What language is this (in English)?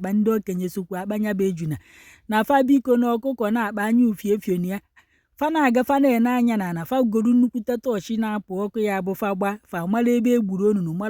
Igbo